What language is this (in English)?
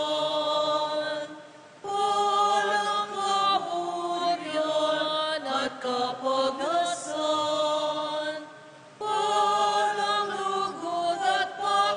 Pampanga